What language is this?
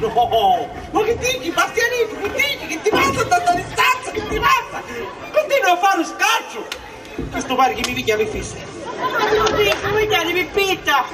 Sicilian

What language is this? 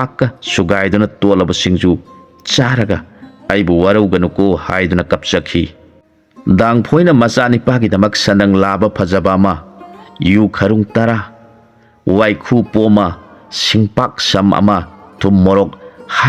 Manipuri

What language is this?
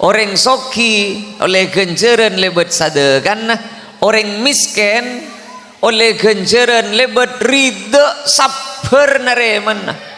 Madurese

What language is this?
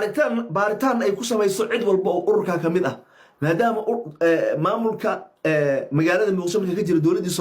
Somali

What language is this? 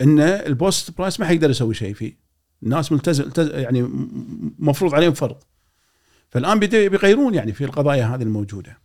Gulf Arabic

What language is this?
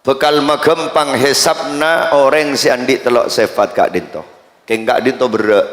Madurese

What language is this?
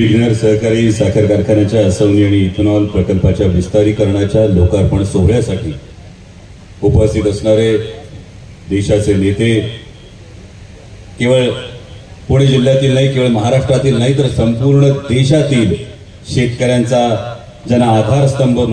Marathi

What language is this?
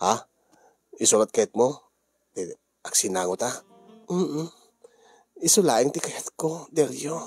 Iloko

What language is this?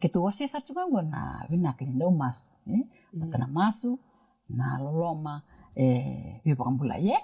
Fijian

